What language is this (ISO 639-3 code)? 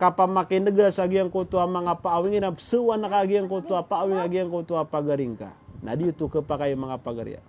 mrw